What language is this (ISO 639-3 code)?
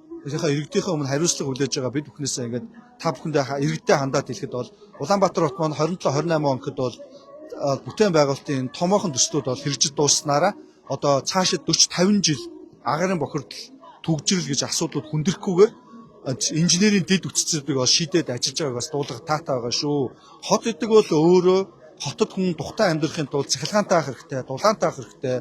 mon